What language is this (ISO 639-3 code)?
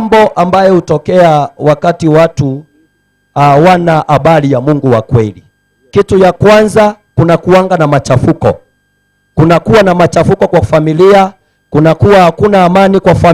guz